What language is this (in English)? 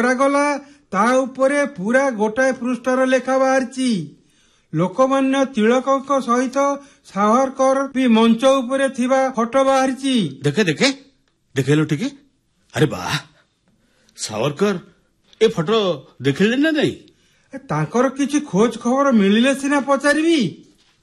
Odia